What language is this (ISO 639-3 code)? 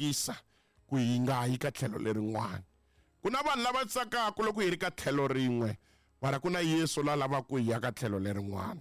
tso